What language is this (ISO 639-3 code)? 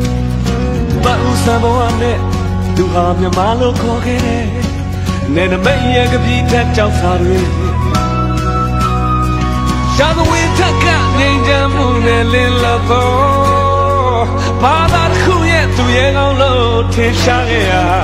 mya